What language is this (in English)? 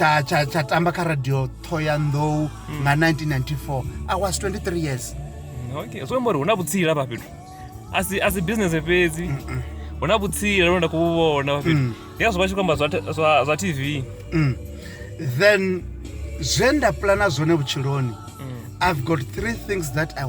Venda